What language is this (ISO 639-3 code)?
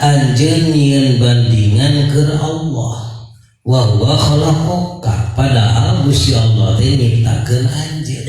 sun